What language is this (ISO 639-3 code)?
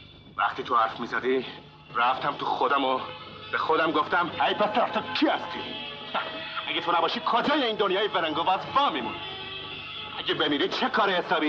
fas